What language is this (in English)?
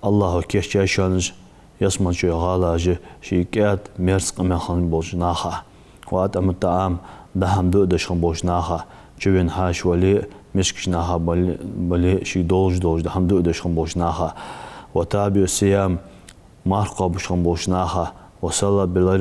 Ingush